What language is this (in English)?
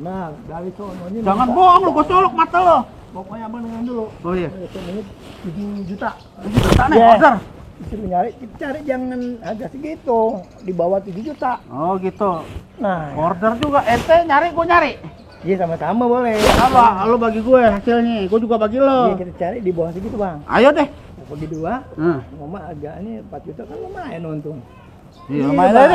Betawi